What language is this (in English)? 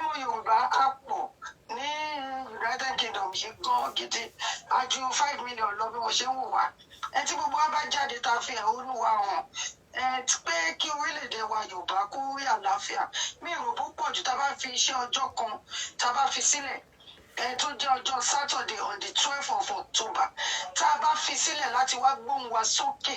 Yoruba